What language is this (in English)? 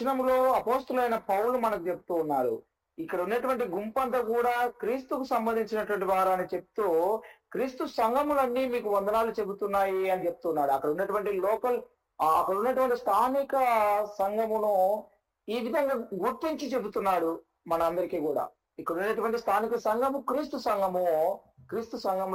Telugu